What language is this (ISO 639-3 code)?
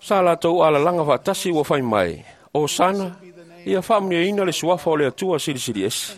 smo